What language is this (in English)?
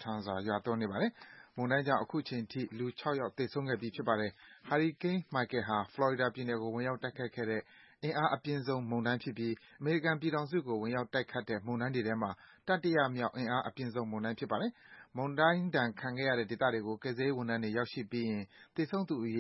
Burmese